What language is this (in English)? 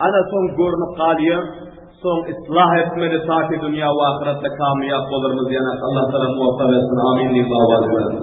Turkmen